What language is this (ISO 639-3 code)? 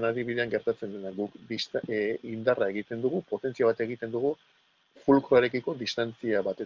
eus